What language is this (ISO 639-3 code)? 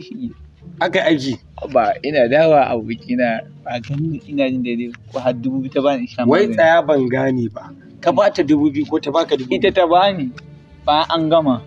hau